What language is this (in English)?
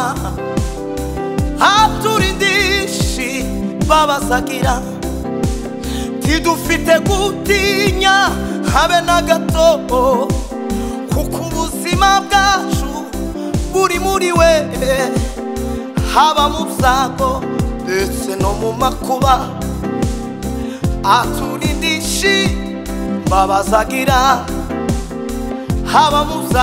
Kinyarwanda